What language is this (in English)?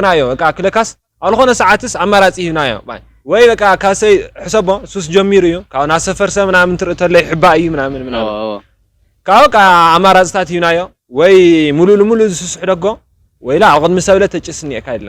Tigrinya